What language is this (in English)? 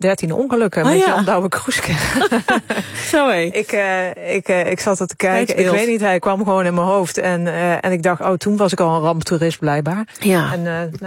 Dutch